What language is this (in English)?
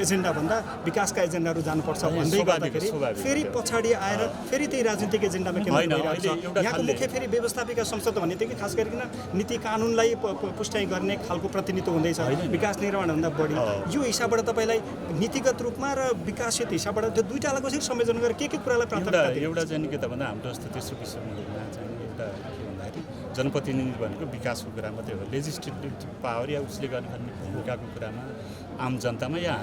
Nepali